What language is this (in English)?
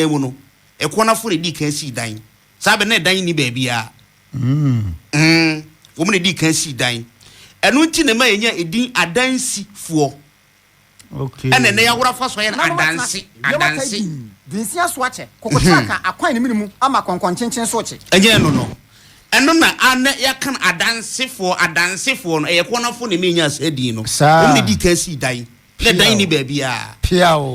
Akan